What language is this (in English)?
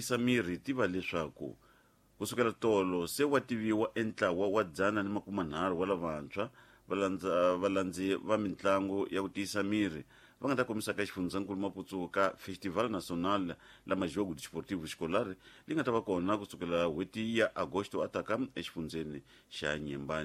Tsonga